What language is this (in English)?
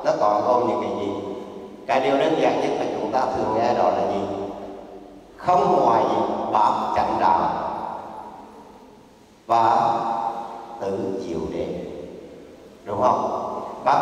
Vietnamese